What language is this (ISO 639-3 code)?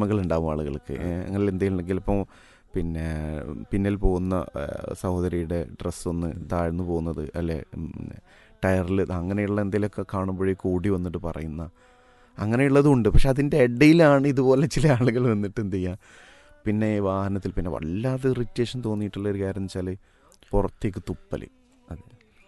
mal